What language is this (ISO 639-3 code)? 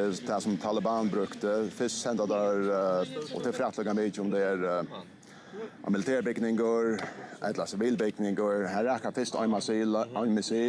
fao